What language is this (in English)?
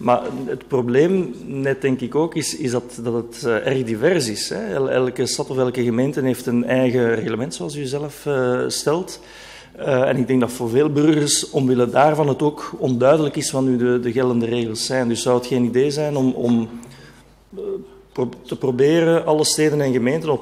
Dutch